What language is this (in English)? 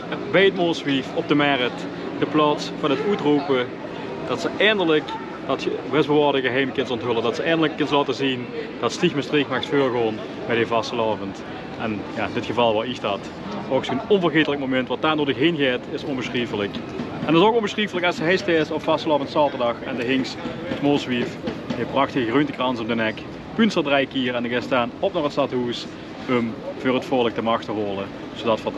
Limburgish